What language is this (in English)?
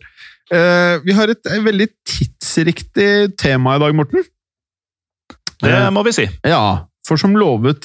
Norwegian